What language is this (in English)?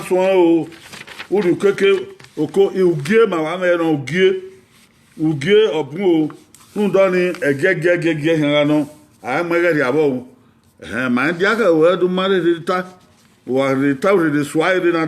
Bini